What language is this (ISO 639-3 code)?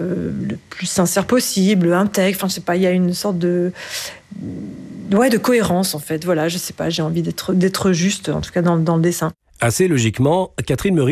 fra